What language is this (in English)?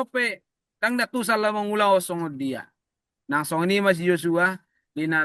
Batak Toba